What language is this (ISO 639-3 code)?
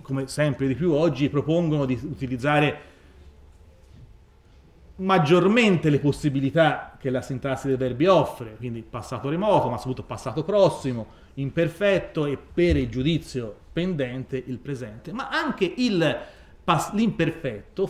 ita